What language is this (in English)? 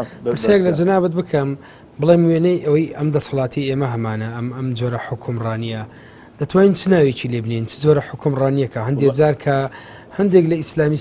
Central Kurdish